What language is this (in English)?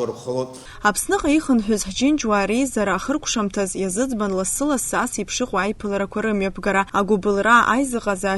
Abkhazian